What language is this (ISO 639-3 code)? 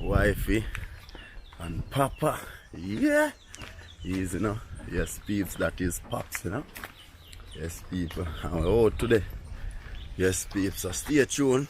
jam